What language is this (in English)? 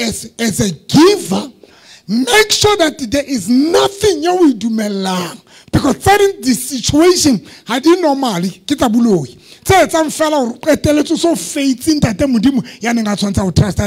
Southern Sotho